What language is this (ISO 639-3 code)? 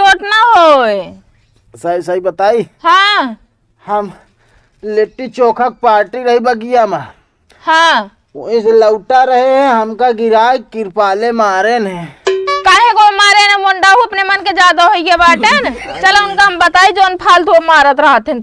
awa